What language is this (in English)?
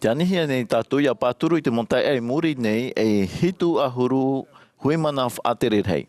Tahitian